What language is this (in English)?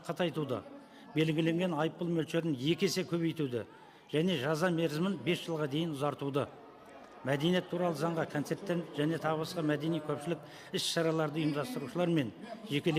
Kazakh